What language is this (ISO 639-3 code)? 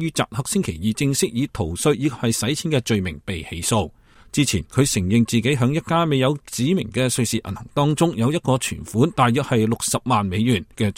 yue